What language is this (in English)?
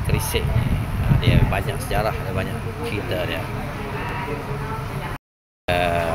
Malay